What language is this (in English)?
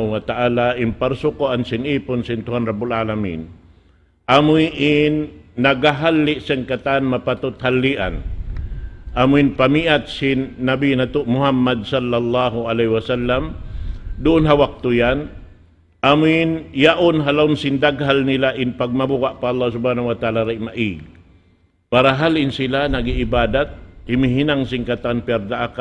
Tausug